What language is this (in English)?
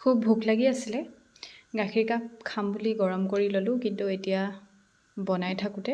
Assamese